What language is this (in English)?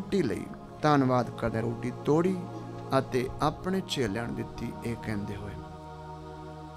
Punjabi